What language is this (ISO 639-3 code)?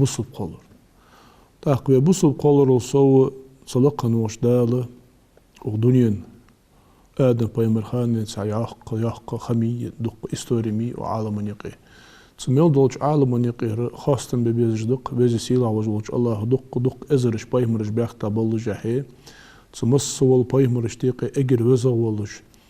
inh